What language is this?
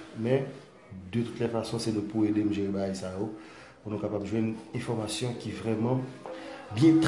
Haitian Creole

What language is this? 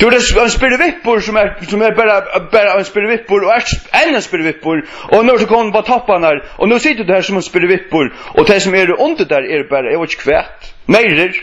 Faroese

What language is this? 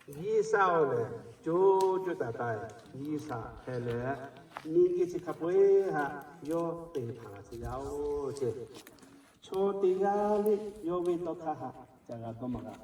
Lahu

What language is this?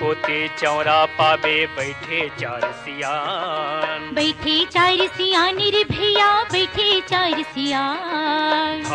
Chhattisgarhi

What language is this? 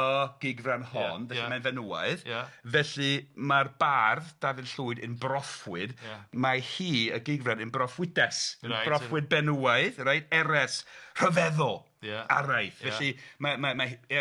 Welsh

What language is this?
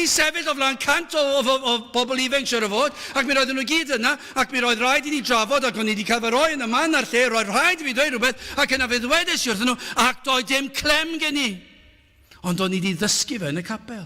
Welsh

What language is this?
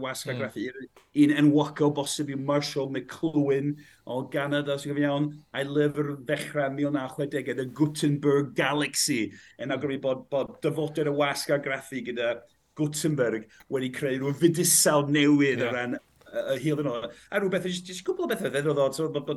Welsh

